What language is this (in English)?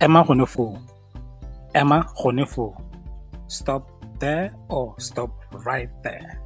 Tswana